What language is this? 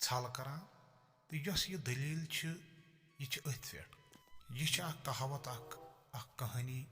Kashmiri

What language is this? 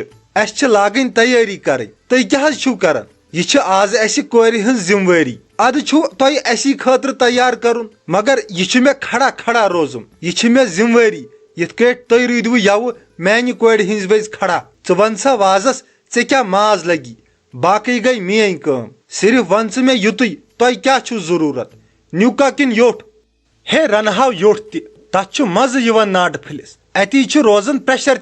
Kashmiri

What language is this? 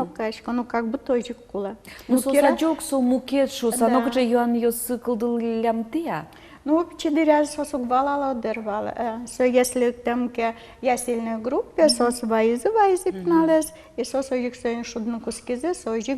Udmurt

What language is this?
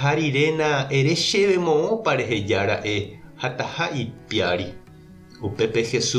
Guarani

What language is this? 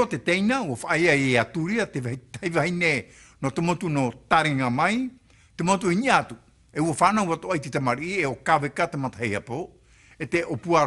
Tahitian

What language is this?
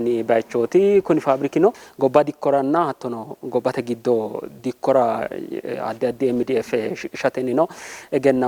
Sidamo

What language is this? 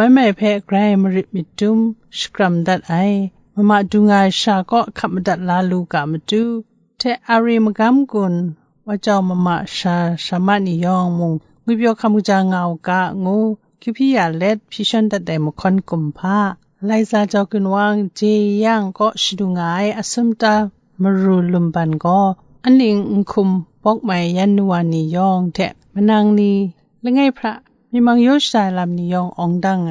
Kachin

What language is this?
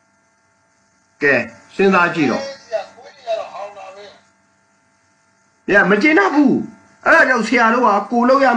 Burmese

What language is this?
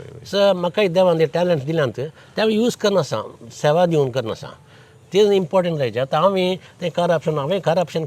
Konkani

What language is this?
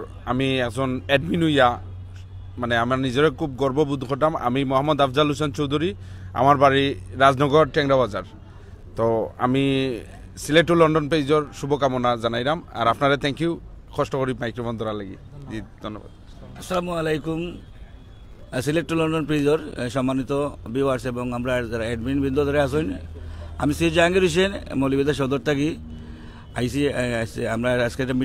Sylheti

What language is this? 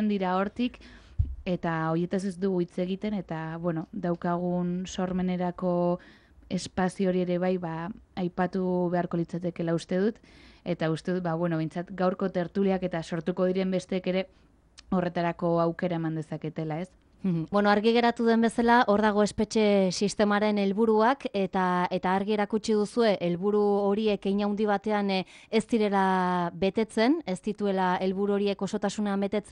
Basque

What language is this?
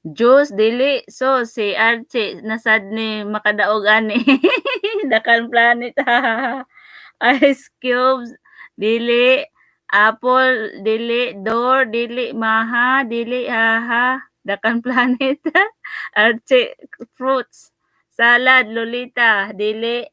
Cebuano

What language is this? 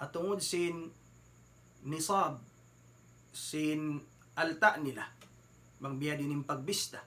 Tausug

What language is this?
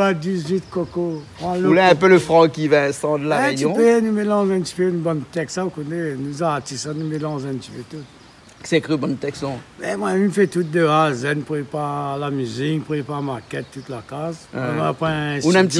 Réunion Creole French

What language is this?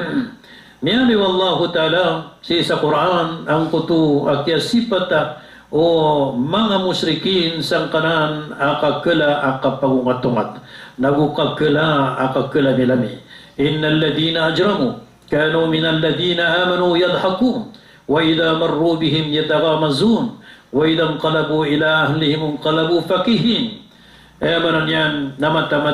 Maranao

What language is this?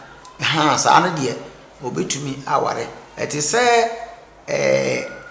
Akan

